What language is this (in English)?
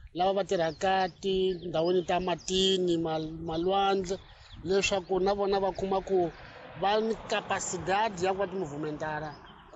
Tsonga